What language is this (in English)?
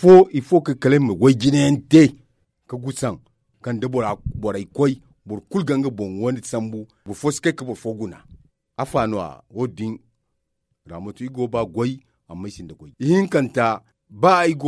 Zarma